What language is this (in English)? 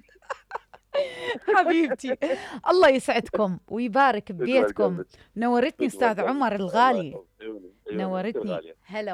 Mesopotamian Arabic